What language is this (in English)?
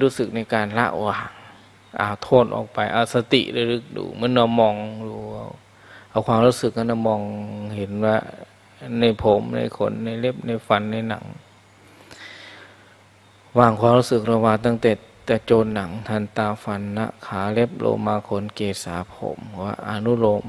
Thai